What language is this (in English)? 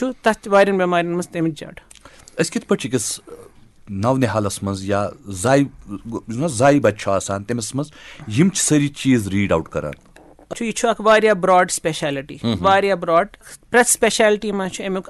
Kashmiri